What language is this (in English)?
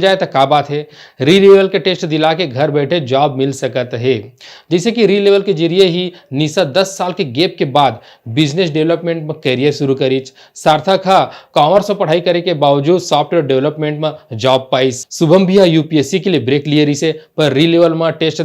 Chhattisgarhi